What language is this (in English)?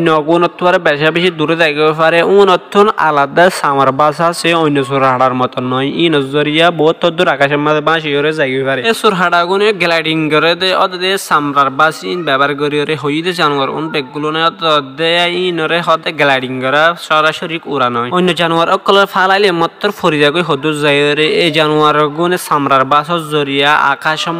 Rohingya